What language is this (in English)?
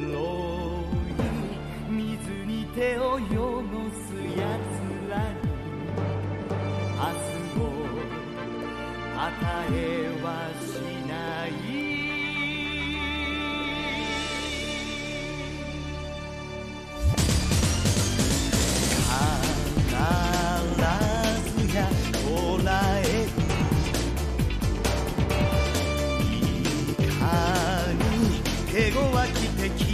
Japanese